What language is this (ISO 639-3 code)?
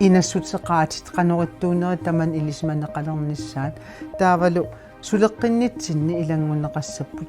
kal